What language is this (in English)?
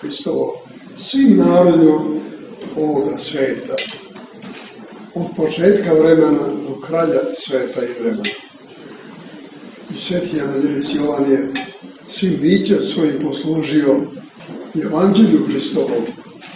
Serbian